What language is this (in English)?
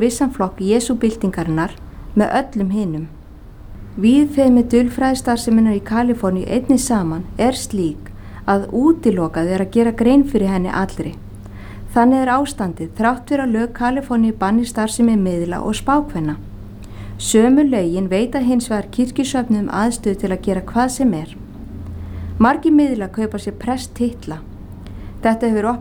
Icelandic